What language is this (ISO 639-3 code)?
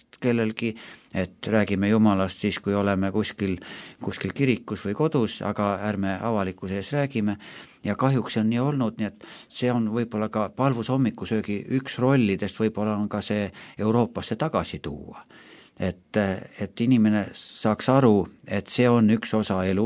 est